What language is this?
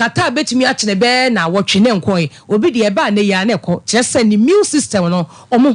Akan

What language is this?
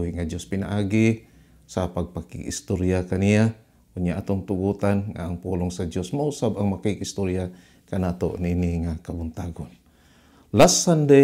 Cebuano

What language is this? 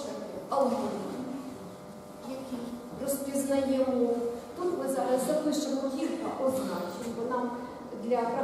Ukrainian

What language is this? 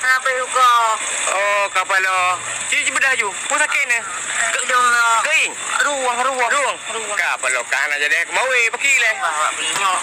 Achinese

